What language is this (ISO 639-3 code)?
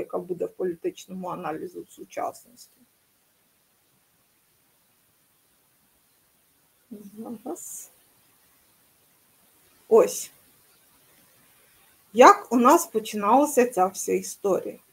ukr